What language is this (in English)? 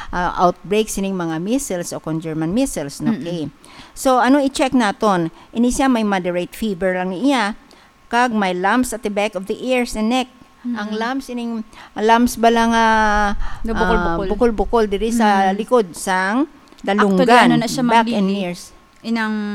Hiligaynon